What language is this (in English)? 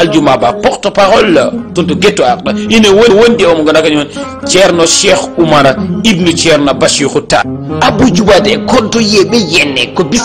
Fula